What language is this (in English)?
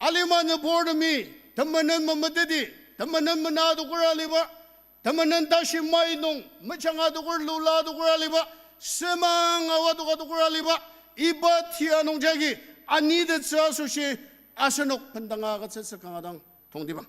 Ao Naga